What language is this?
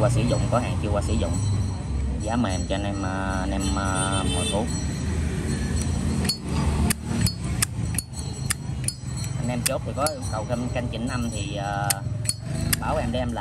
Vietnamese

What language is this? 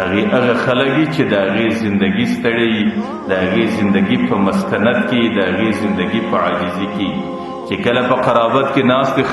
Pashto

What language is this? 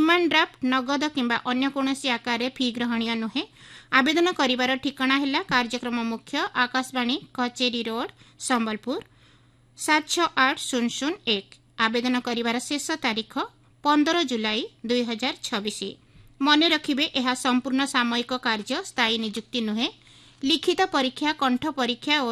Odia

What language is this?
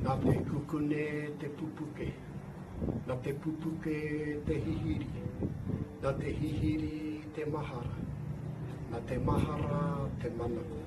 Māori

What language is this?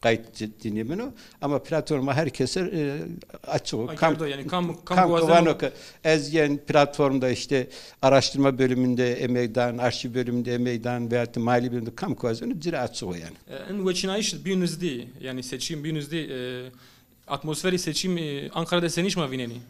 Zaza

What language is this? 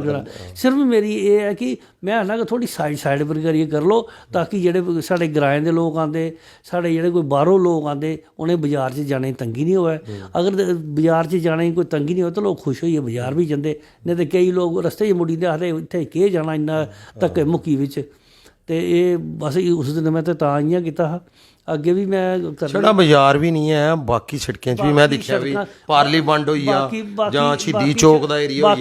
Dogri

